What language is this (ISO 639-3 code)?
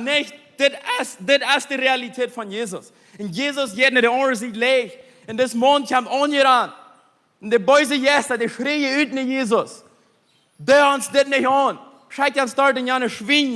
pdt